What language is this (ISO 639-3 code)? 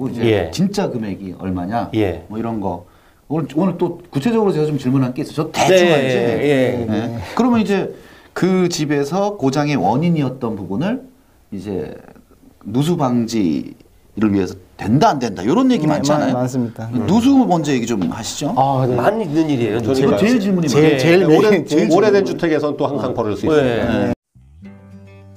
kor